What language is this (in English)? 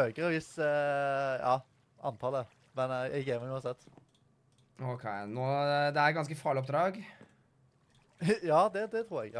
Norwegian